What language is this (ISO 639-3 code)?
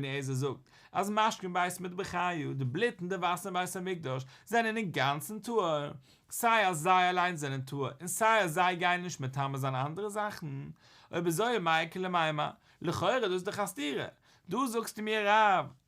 yid